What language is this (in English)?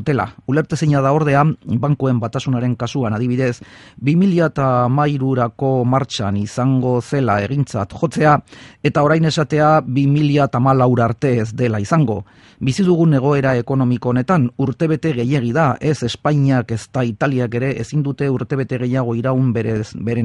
Basque